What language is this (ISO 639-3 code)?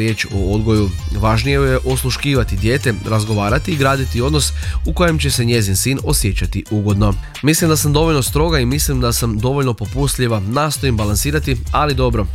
hrv